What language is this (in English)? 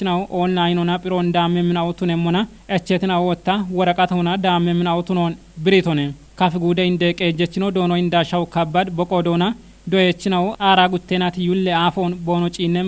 Kafa